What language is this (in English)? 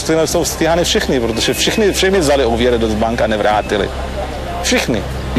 Czech